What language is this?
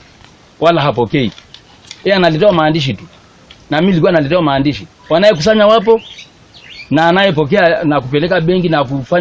Swahili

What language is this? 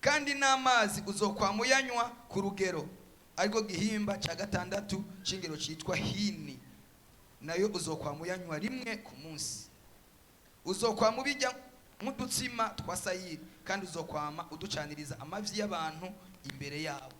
Rundi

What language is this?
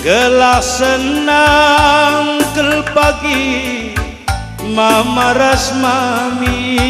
Batak Karo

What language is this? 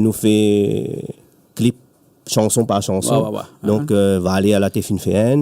Réunion Creole French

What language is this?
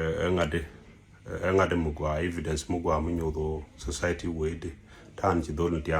Nuer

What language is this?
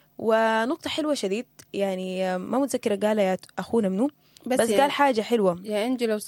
Sudanese Arabic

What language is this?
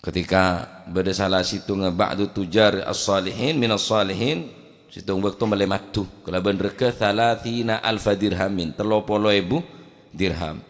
Madurese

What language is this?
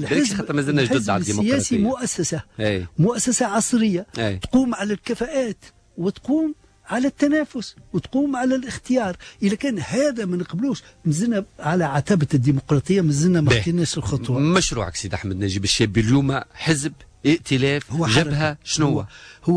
Tunisian Arabic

